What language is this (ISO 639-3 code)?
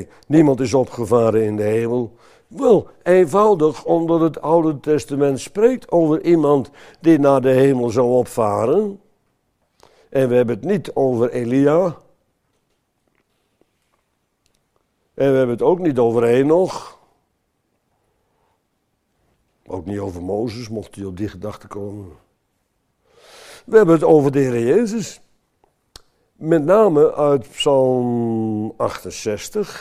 nld